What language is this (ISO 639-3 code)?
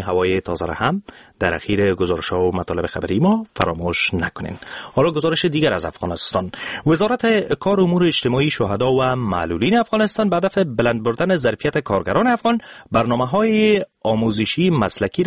fas